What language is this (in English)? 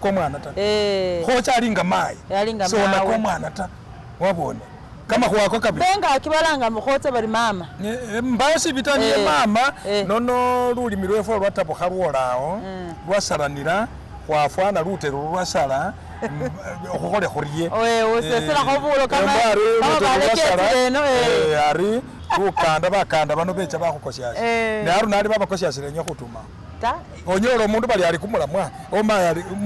Masaaba